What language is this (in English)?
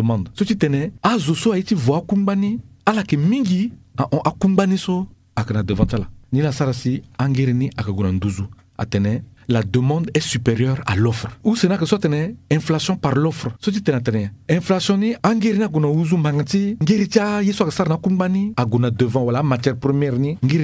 Sango